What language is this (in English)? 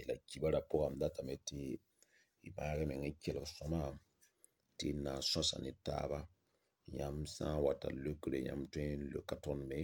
Mossi